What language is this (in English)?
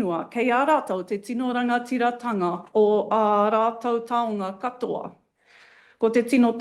Māori